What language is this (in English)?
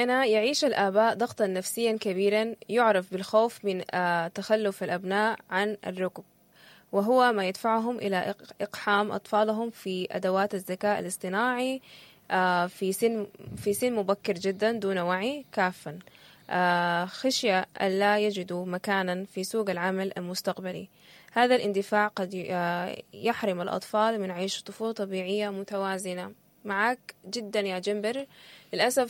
Sudanese Arabic